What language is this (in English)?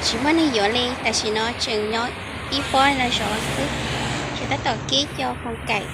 Hmong